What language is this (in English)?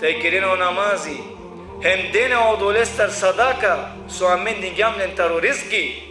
Balkan Romani